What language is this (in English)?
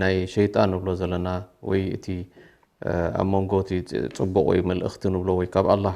Tigrinya